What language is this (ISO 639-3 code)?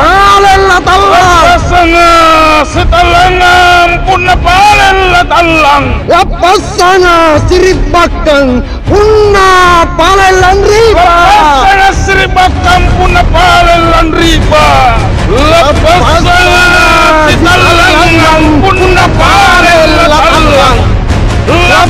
mak